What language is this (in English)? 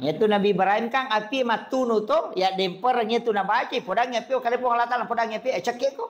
Buginese